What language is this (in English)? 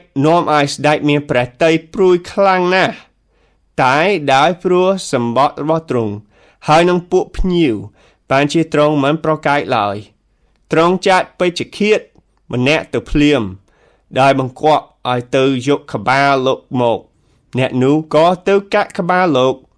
Khmer